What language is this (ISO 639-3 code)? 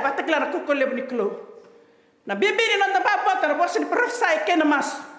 fij